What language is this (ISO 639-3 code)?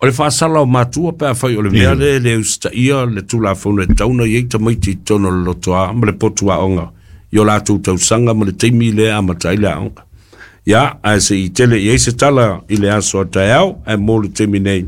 smo